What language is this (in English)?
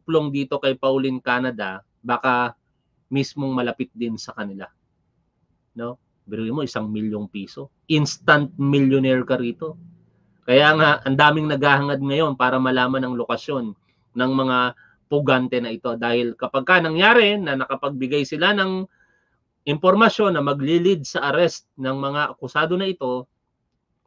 Filipino